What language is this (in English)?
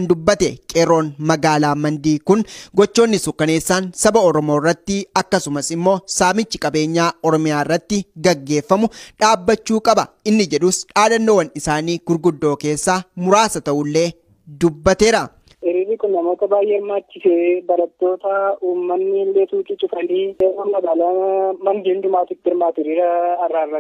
Oromo